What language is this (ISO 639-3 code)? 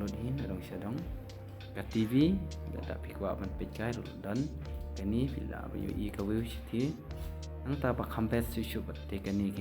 kha